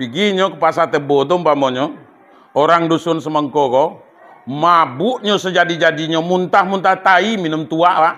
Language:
Minangkabau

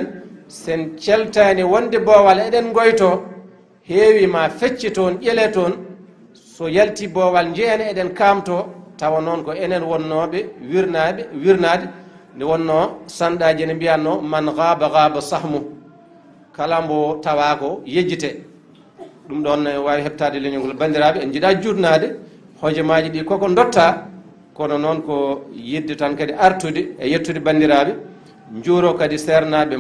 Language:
Fula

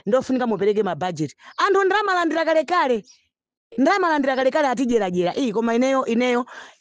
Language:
Nyanja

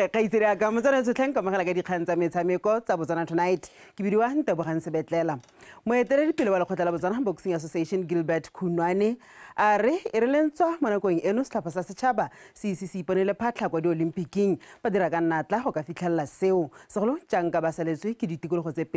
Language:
Tswana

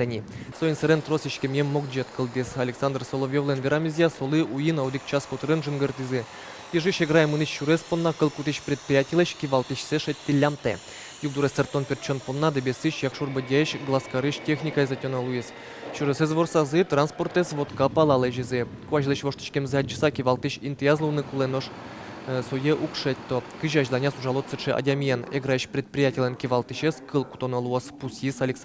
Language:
Udmurt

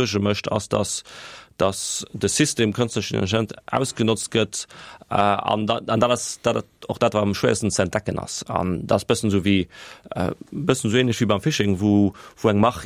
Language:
Luxembourgish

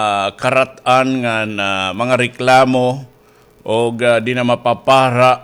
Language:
Waray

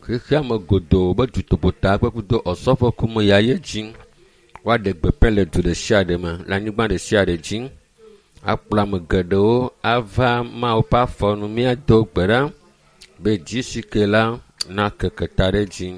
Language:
Ewe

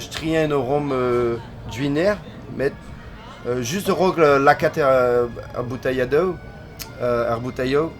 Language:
Breton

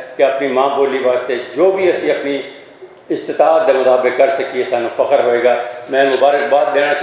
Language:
Western Panjabi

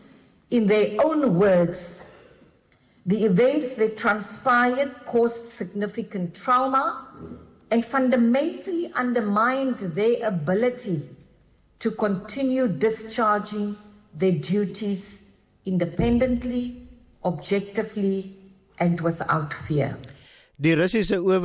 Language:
Afrikaans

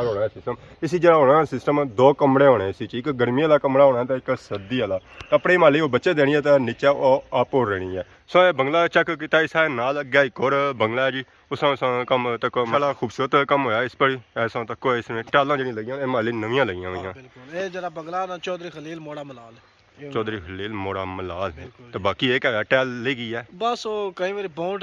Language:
Pahari-Potwari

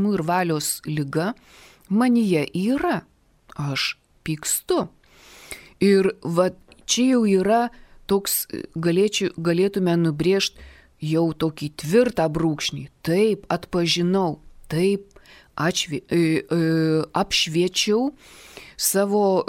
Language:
Lithuanian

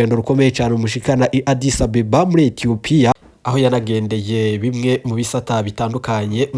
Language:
Rundi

